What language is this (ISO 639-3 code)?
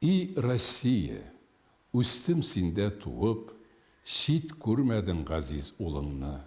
tat